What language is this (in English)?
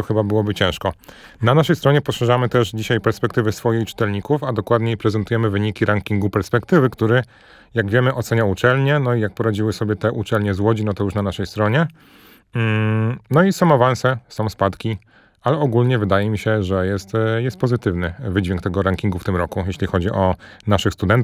Polish